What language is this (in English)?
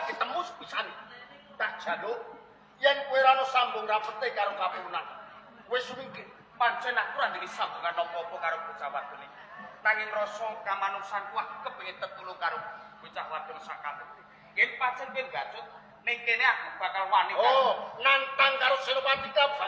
Javanese